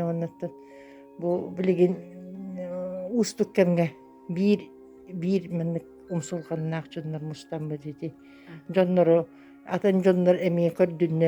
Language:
Yakut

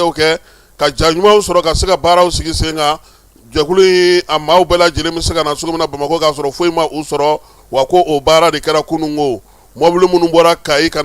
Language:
Bambara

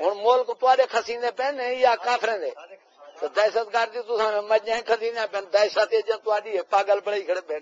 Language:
Saraiki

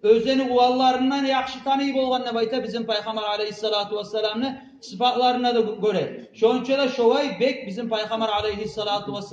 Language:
Kumyk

